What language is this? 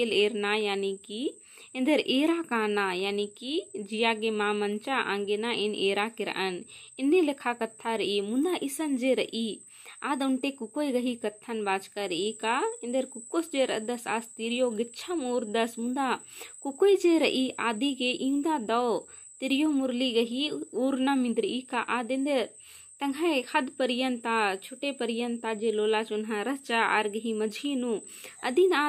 Kurukh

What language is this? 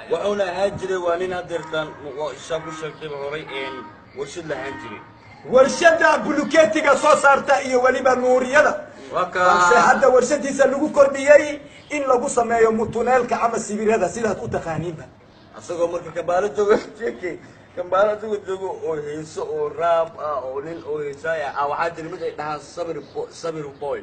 Somali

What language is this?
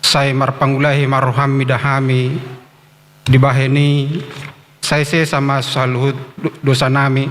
Batak Toba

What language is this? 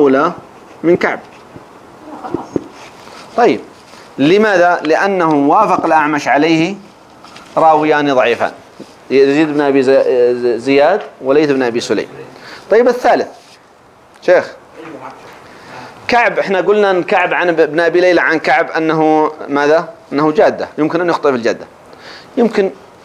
Arabic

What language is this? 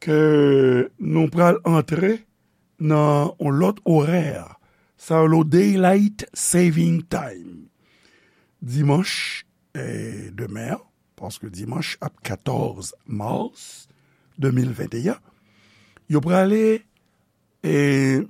Haitian Creole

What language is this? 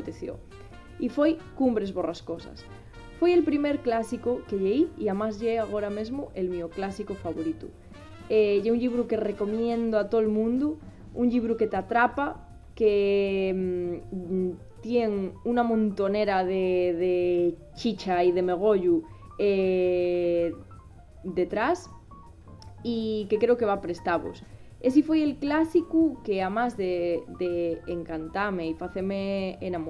Asturian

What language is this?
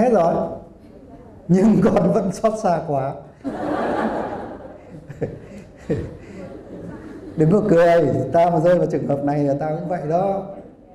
Vietnamese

